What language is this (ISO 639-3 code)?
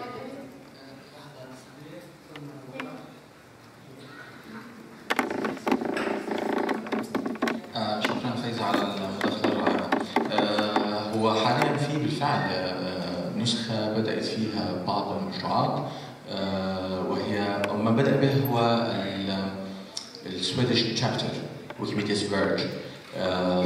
ara